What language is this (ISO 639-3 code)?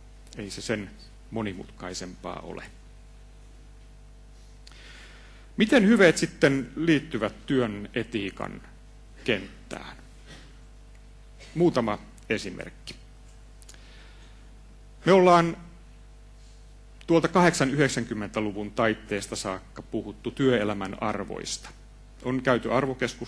fin